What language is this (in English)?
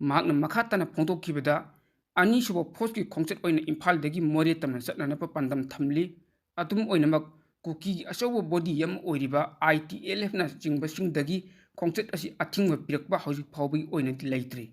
Manipuri